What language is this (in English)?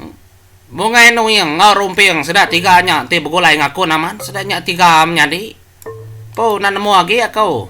Iban